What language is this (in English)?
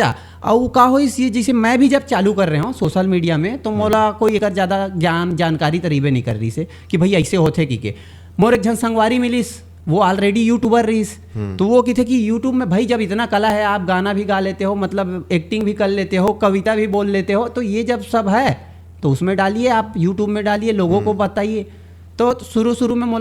Chhattisgarhi